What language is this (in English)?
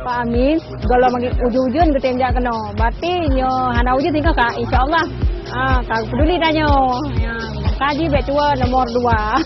Achinese